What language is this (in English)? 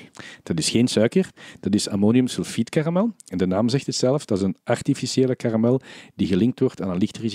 Dutch